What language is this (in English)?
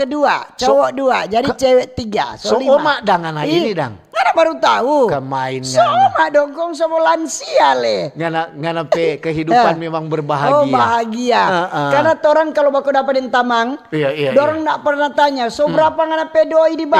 Manado Malay